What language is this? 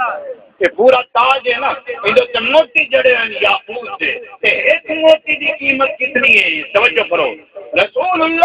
Saraiki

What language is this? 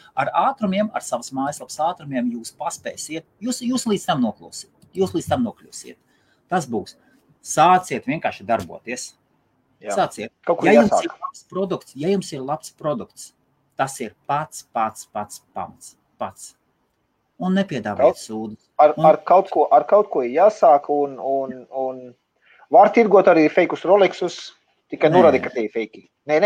Latvian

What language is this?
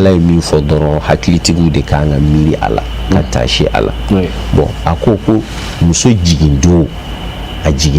Bambara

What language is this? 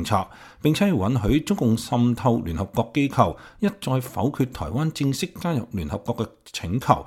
Cantonese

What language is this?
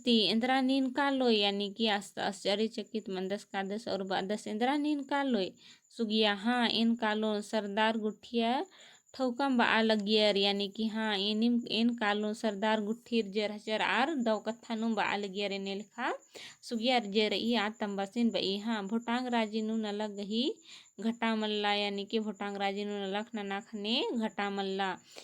Kurukh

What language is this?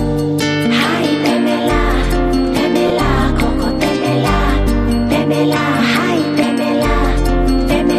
Swahili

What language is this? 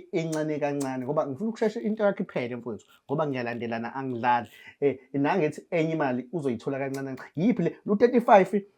Zulu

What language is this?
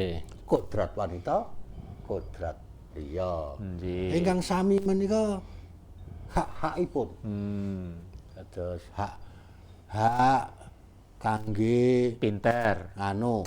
Javanese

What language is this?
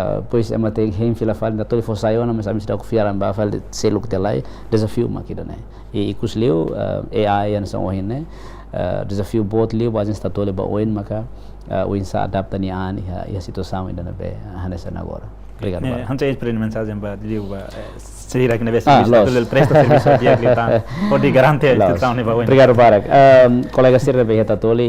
Tetum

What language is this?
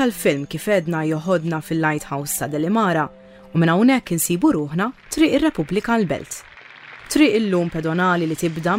Maltese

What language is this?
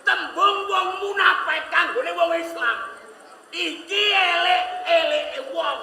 Javanese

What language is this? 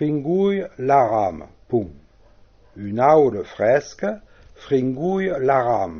Occitan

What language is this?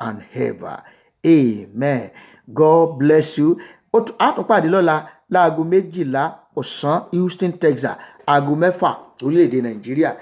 Yoruba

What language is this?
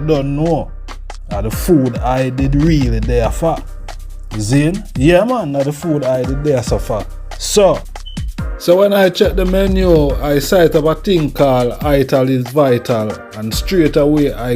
Jamaican Creole English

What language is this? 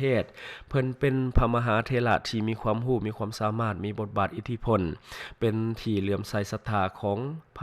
Lao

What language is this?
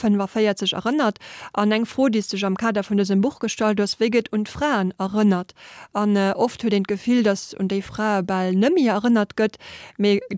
Luxembourgish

